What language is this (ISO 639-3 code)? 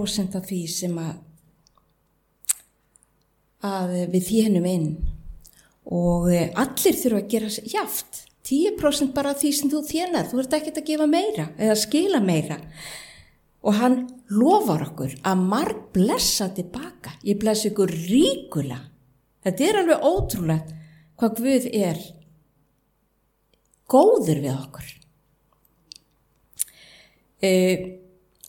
isl